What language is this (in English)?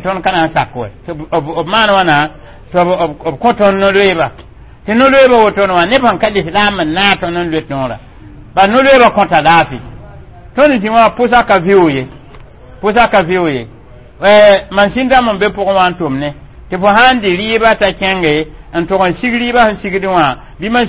Mossi